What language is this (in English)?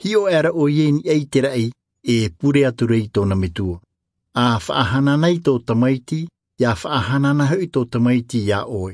Tahitian